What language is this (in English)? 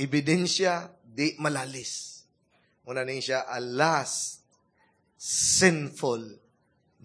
Cebuano